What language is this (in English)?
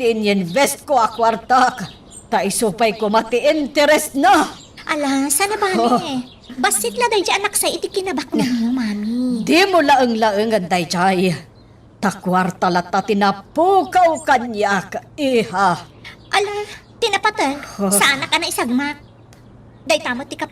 Iloko